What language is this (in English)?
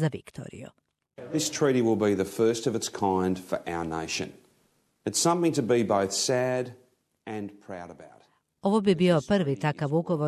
Croatian